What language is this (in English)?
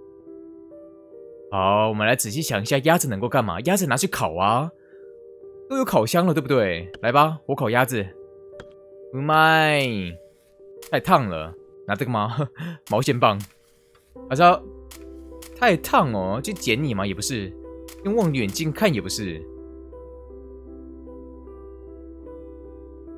Chinese